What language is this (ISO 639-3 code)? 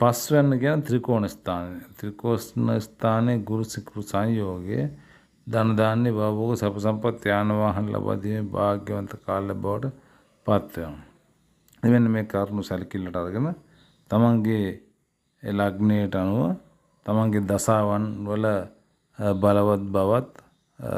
sin